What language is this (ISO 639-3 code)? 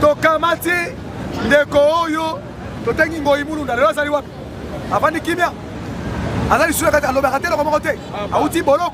lin